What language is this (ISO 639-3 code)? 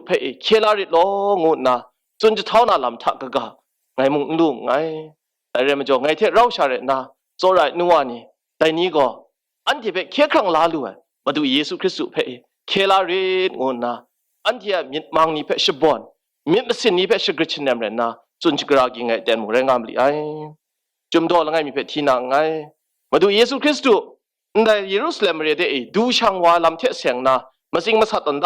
kac